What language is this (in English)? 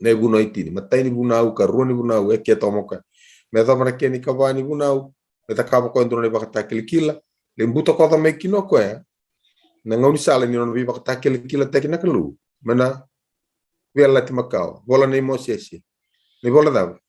Fijian